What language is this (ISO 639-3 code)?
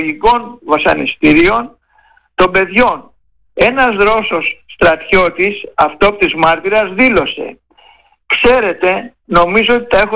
ell